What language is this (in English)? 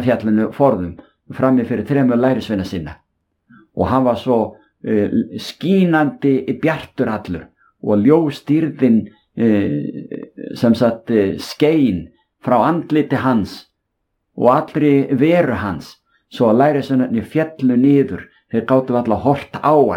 Icelandic